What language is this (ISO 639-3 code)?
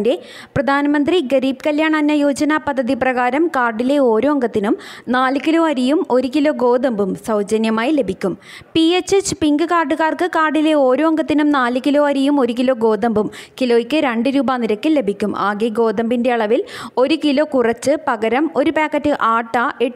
mal